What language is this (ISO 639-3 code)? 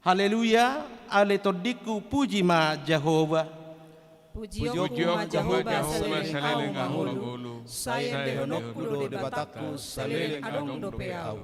bbc